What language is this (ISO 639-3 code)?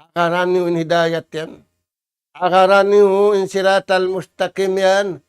tsg